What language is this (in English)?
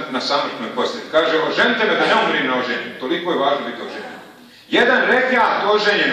Bosnian